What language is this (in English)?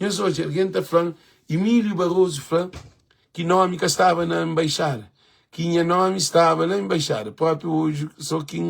Kabuverdianu